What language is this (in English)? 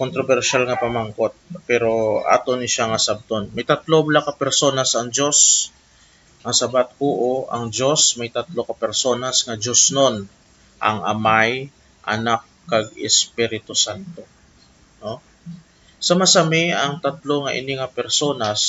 Hiligaynon